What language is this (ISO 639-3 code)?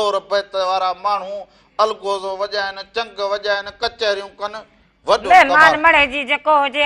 snd